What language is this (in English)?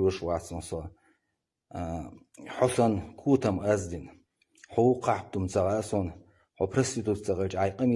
Chechen